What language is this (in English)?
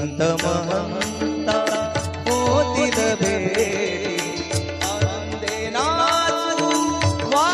Marathi